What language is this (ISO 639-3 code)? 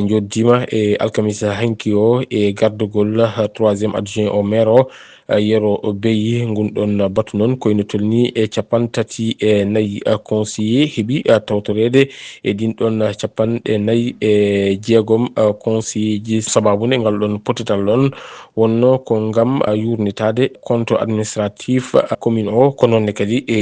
ful